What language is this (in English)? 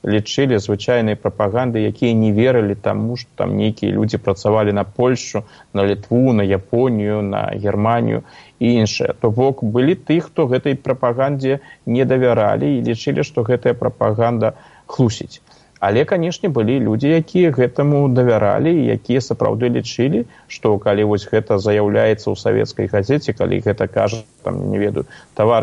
Belarusian